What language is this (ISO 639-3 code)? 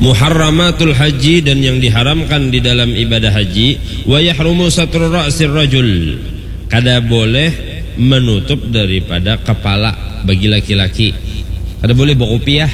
bjn